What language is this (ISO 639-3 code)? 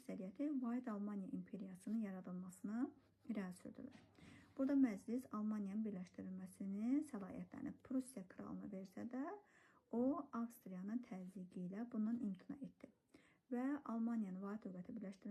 aze